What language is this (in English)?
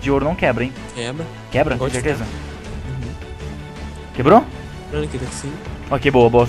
Portuguese